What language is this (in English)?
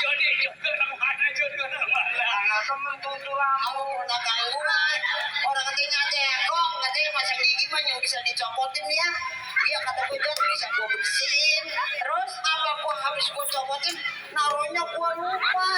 Betawi